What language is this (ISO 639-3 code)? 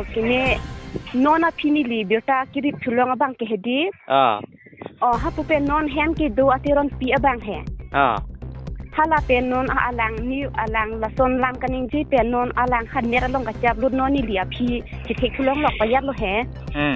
mjw